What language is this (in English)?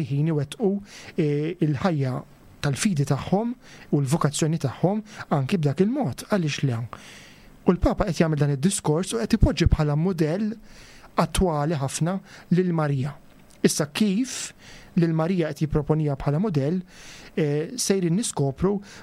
Maltese